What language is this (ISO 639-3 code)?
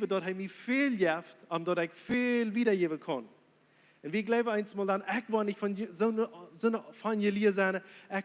pdt